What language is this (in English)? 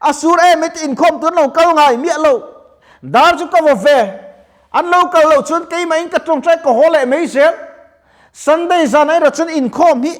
Mizo